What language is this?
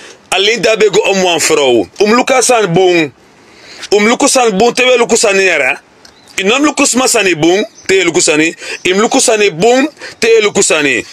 Sranan Tongo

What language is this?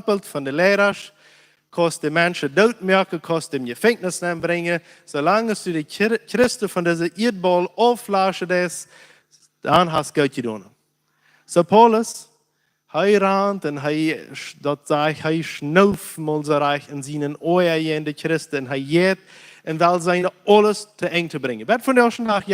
Plautdietsch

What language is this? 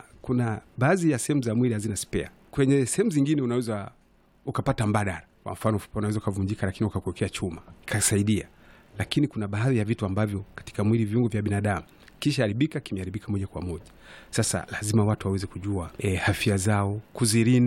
Swahili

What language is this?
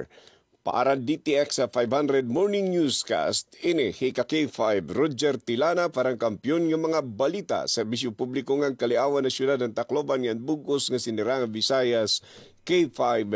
Waray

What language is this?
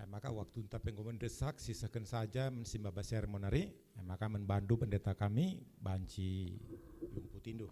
Batak Karo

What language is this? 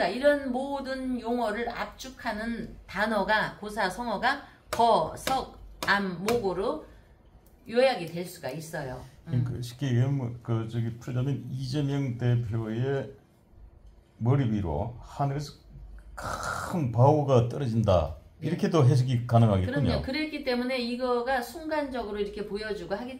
Korean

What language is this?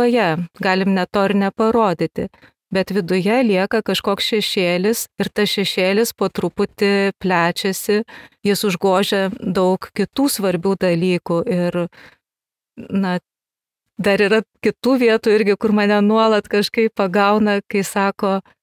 Lithuanian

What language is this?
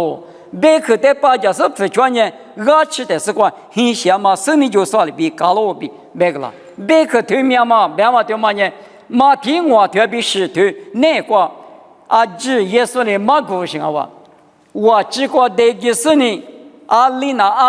Lisu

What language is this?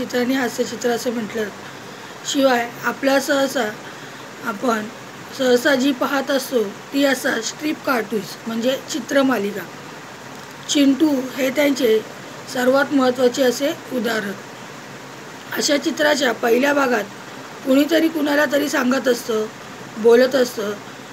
Marathi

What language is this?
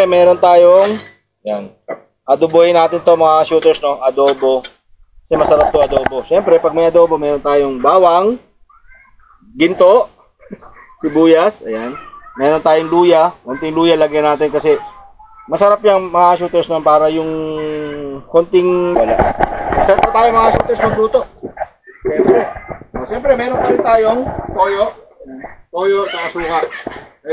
Filipino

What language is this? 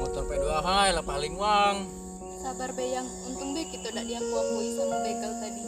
Musi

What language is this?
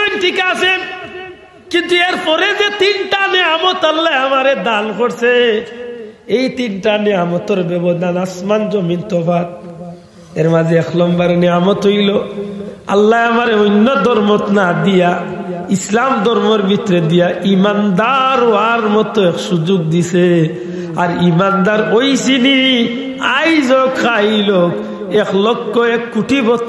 Sylheti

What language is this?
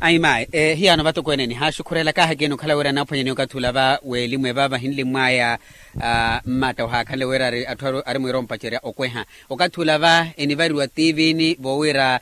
Makhuwa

